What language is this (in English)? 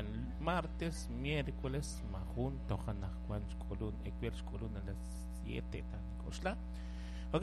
Kekchí